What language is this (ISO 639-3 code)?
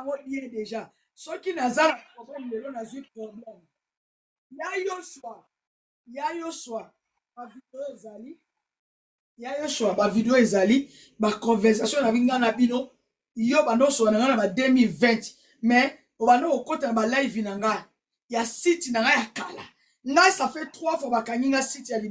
lin